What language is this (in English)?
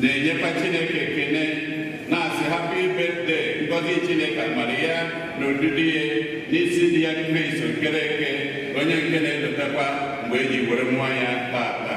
Igbo